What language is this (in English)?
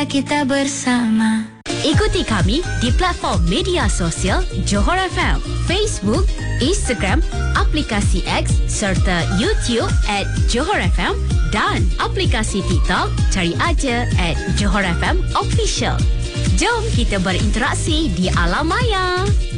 Malay